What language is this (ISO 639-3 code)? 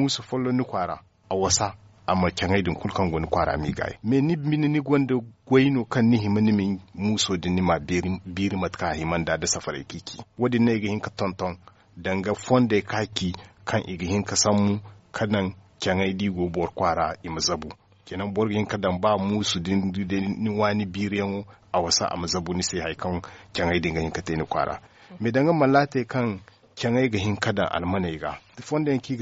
dje